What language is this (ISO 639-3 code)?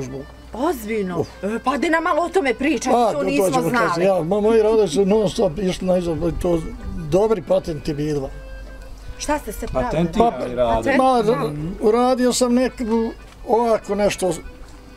bos